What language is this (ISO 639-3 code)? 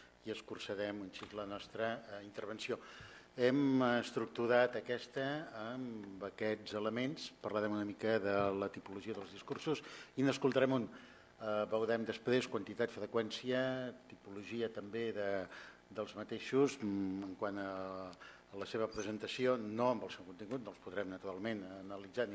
cat